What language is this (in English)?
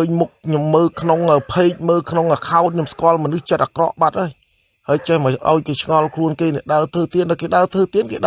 Khmer